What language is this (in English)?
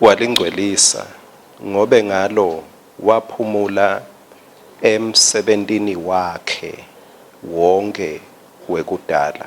Swati